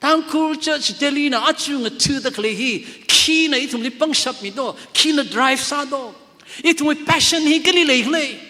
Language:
Tangkhul Naga (India)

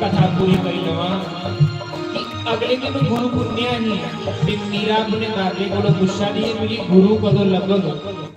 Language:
Dogri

